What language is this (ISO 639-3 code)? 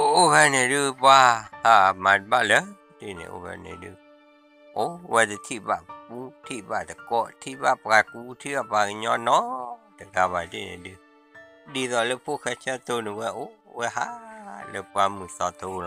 ksw